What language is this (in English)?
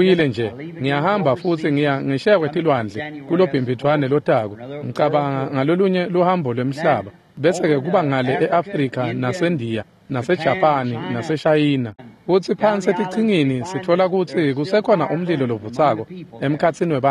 Swati